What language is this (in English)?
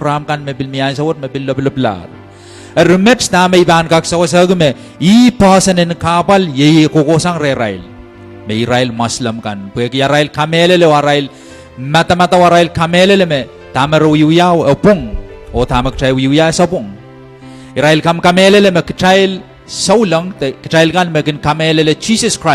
Pohnpeian